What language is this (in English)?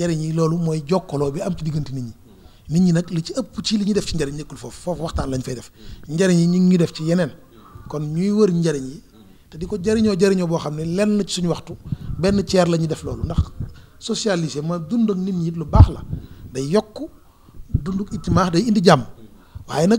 Wolof